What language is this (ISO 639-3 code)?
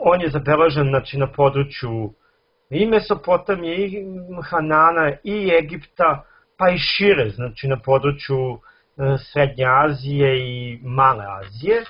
srp